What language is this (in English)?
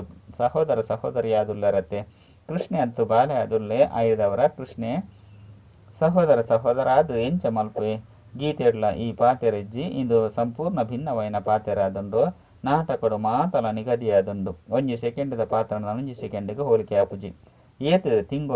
Tulu